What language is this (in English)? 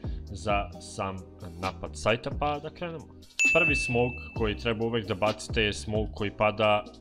Serbian